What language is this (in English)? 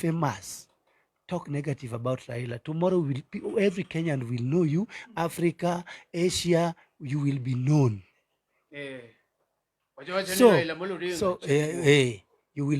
Luo (Kenya and Tanzania)